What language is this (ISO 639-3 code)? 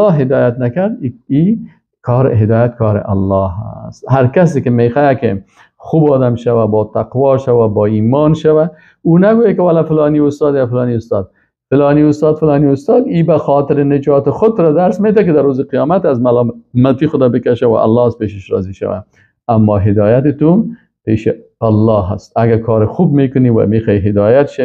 fas